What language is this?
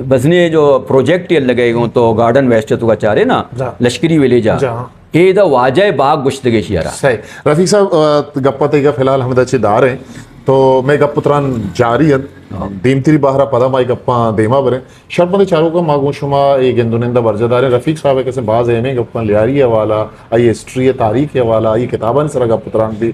Eastern Balochi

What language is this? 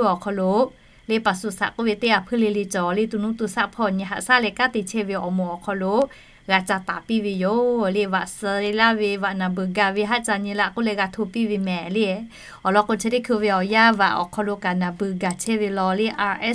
Lahu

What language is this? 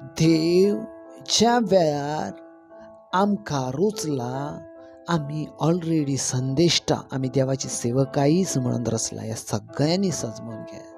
Konkani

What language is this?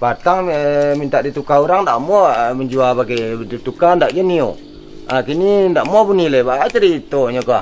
Minangkabau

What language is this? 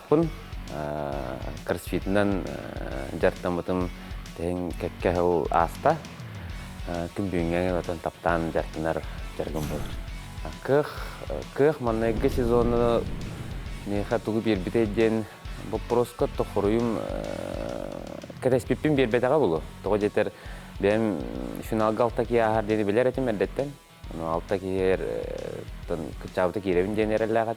Yakut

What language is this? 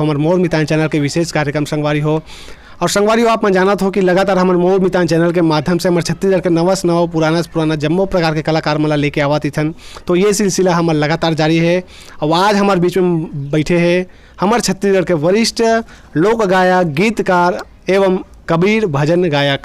Chhattisgarhi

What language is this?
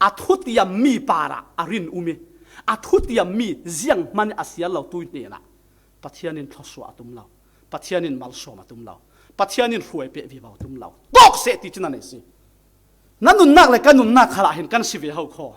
Falam Chin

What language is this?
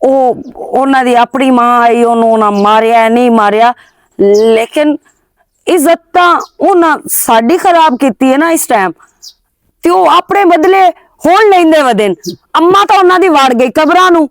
Western Panjabi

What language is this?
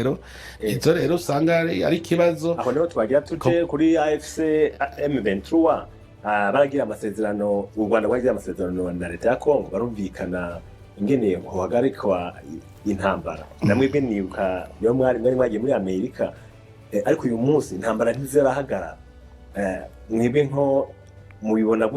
Kinyarwanda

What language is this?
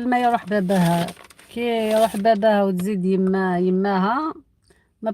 Algerian Arabic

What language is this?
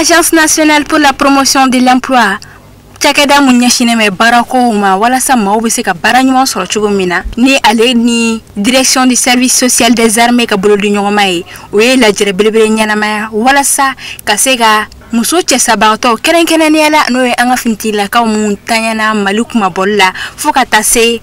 Bambara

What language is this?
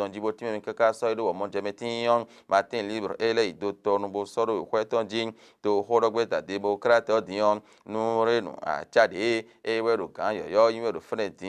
Fon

